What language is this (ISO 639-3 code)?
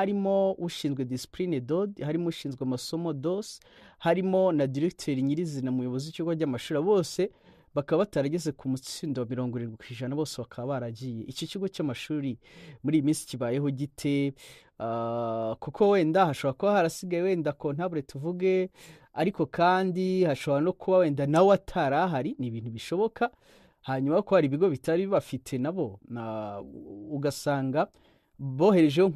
kin